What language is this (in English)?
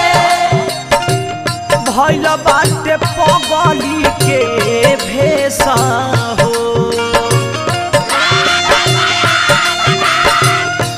Bhojpuri